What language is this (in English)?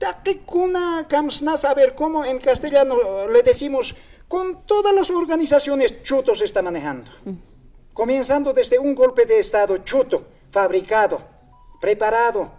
Aymara